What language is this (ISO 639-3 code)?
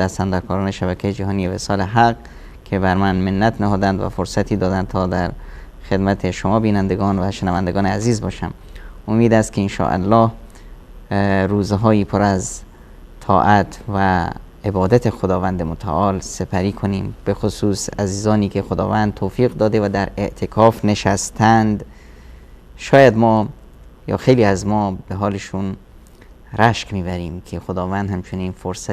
fas